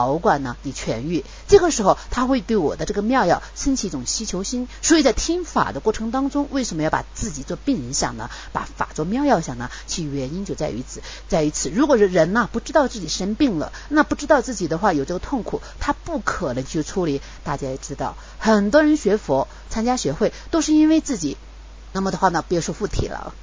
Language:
Chinese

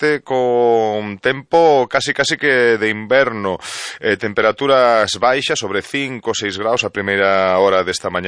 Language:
Galician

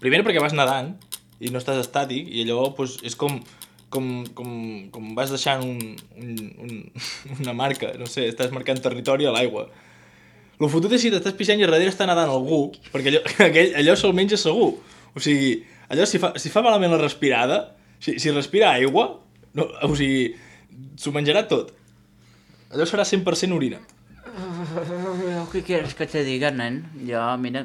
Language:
Catalan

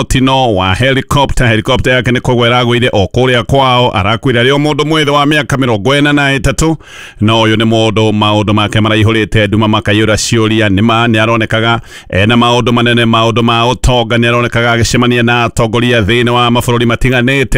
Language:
Kikuyu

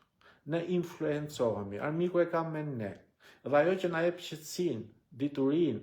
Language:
Albanian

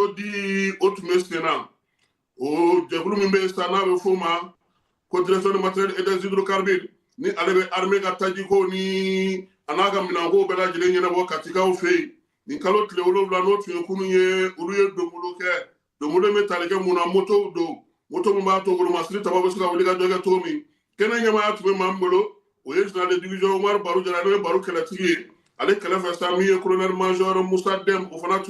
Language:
Bambara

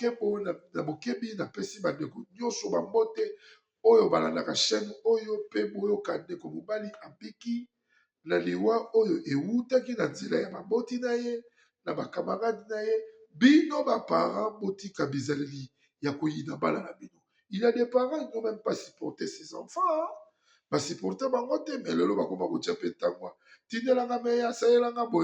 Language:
Lingala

